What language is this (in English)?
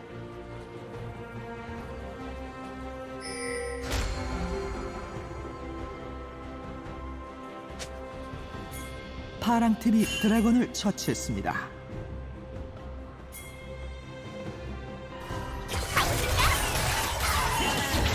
Korean